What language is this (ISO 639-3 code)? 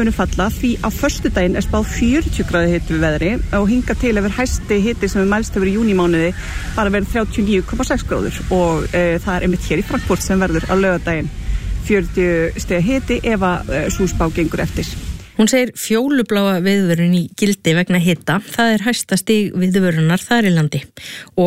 isl